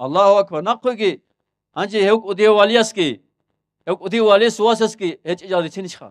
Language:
Avaric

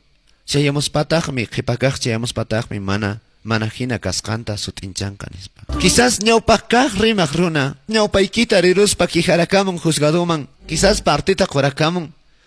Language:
Quechua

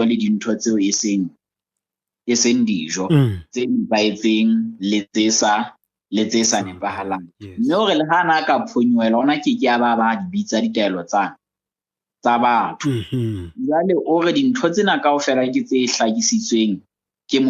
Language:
Southern Sotho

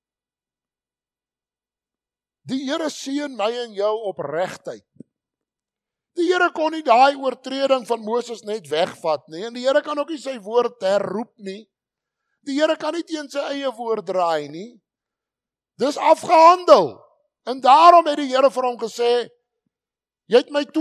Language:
Afrikaans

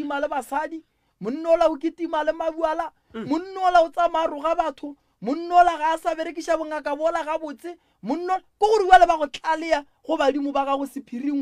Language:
Northern Sotho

